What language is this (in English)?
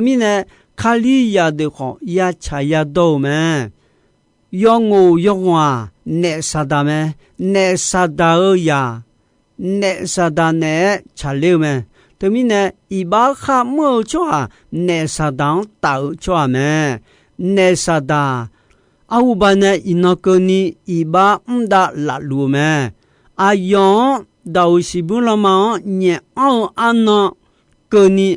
Akha